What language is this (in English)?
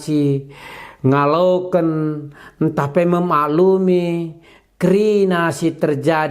Batak Karo